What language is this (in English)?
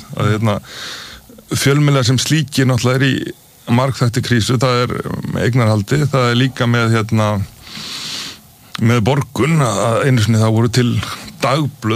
Icelandic